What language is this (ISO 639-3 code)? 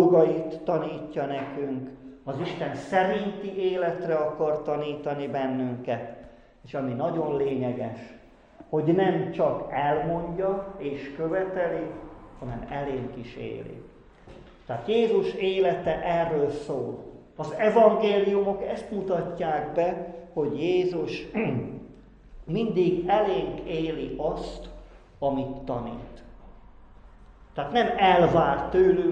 hun